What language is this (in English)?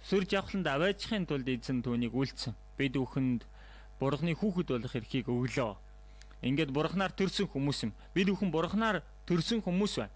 Mongolian